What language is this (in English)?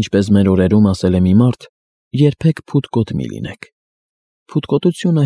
Armenian